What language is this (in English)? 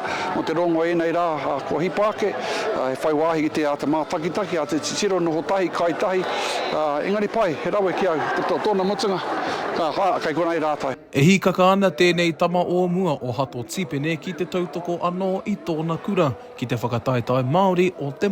Māori